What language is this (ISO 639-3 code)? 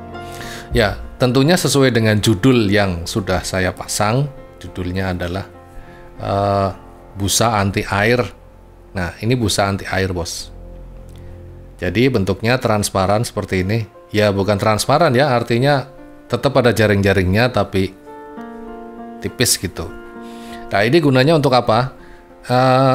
ind